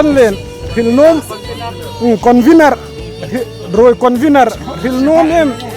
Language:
Hmar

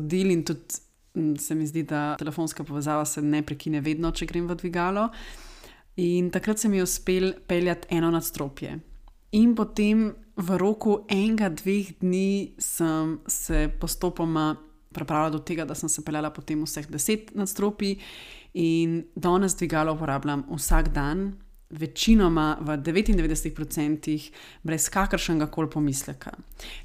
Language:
Slovenian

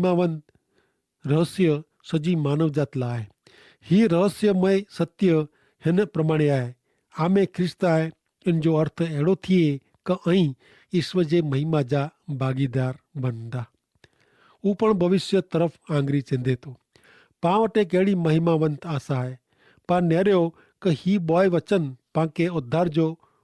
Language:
Kachhi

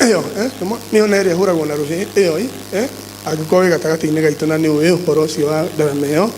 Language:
Kikuyu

